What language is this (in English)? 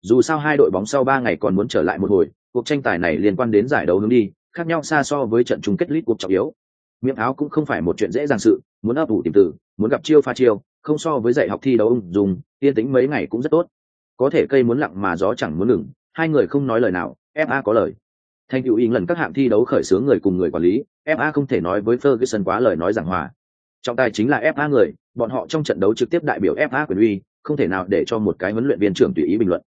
Vietnamese